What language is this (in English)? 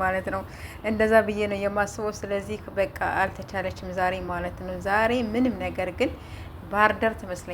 Amharic